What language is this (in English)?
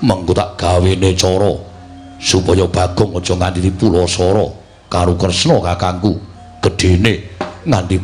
Javanese